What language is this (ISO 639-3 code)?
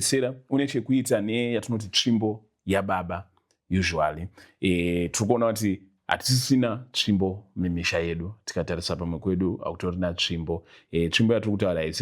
sna